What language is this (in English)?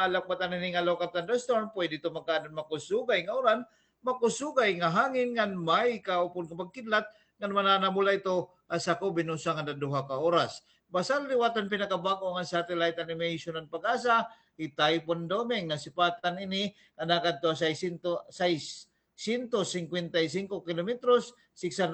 Waray